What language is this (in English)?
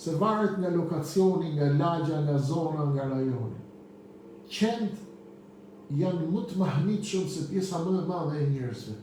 Albanian